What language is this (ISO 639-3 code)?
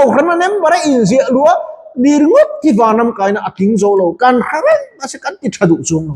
lus